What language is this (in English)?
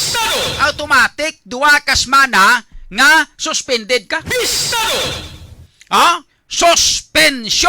Hiligaynon